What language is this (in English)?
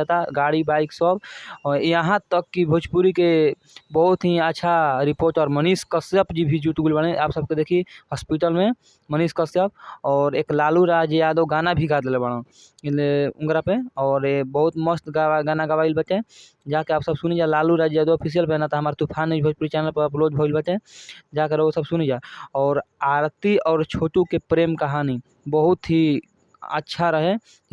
Bhojpuri